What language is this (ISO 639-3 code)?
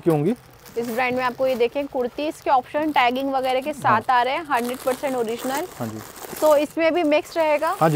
hin